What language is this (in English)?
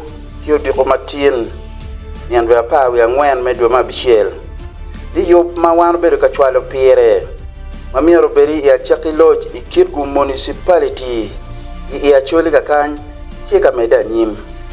Acoli